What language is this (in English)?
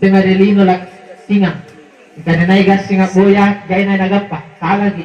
Makasar